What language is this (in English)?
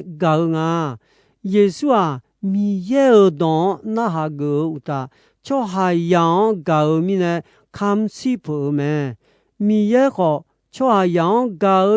Akha